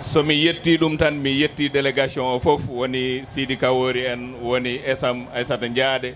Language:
Fula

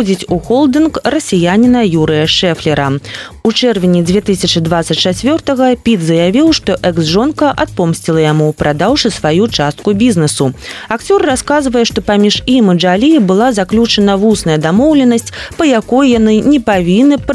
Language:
Belarusian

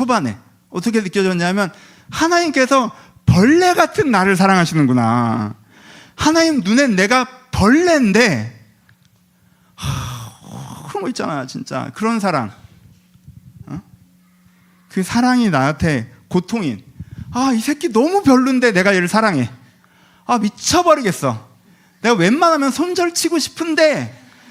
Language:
Korean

